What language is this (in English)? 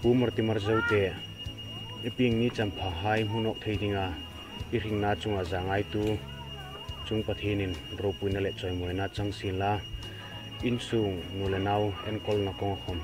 Hmar